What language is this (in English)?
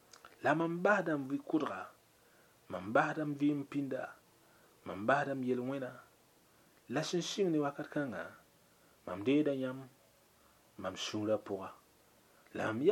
Mossi